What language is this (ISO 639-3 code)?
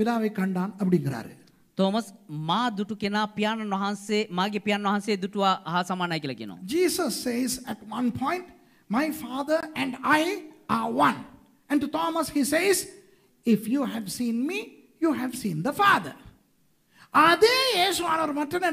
tam